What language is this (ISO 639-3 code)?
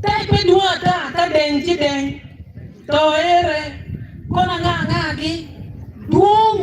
ach